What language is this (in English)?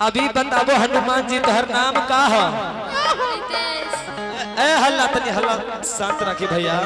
Magahi